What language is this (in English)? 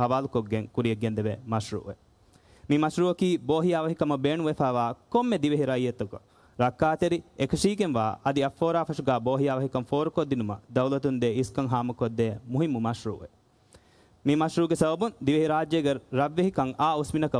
Divehi